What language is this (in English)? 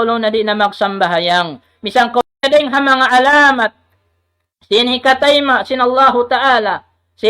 Tausug